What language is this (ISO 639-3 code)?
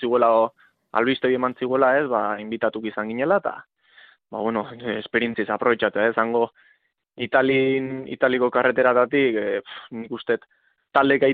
eus